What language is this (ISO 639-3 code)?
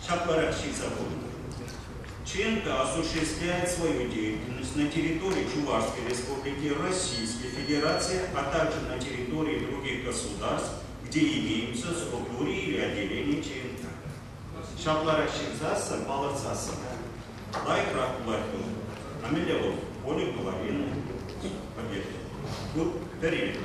chv